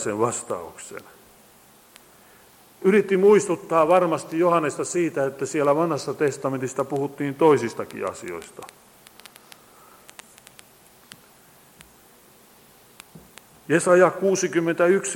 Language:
Finnish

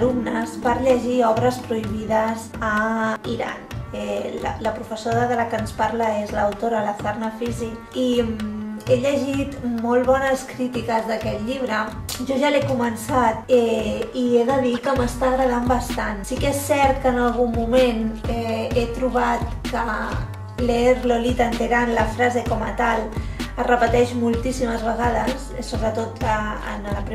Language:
Catalan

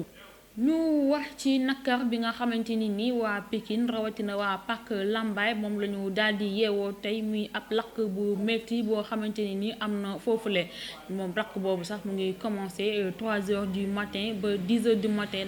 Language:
Wolof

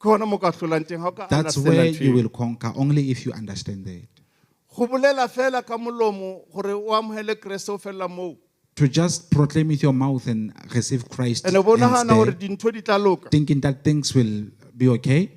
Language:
Southern Sotho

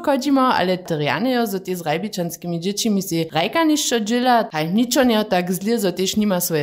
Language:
Upper Sorbian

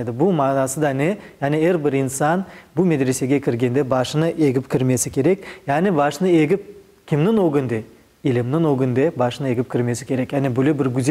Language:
Crimean Tatar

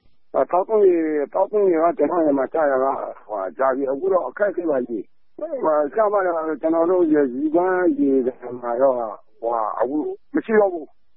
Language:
Burmese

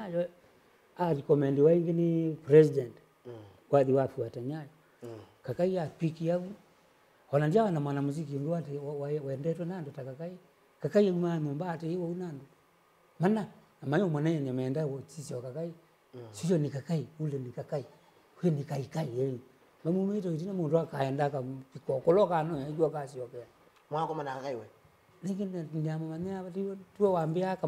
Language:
Kamba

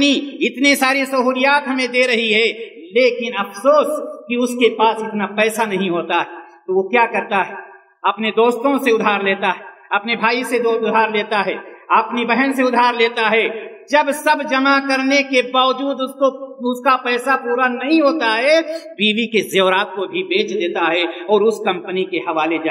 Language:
Urdu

